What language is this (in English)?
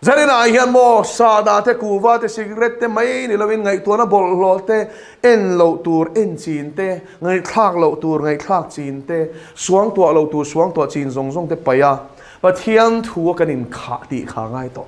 Mizo